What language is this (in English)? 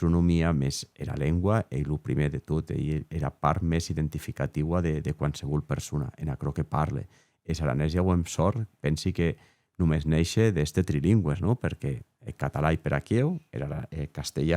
Occitan